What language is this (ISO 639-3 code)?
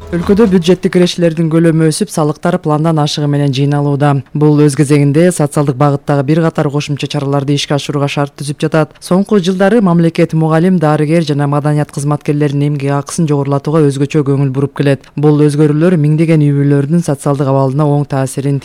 kir